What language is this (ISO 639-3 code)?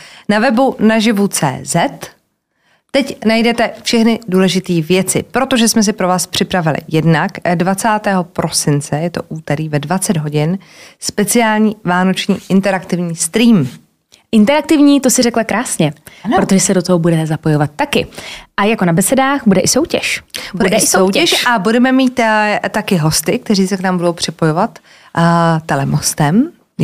ces